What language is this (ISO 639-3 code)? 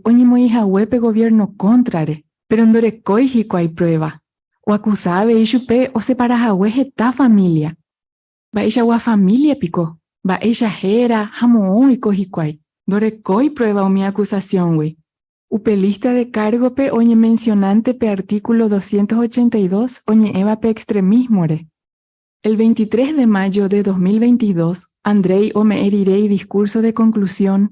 grn